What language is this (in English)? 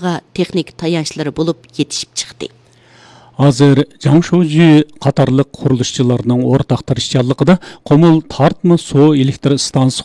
Uyghur